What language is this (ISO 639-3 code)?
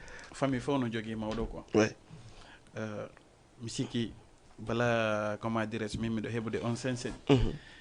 ful